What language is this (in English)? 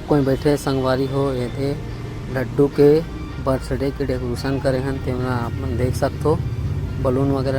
Chhattisgarhi